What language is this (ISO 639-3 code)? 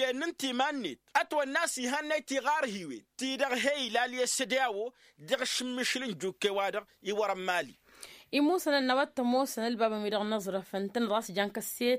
taq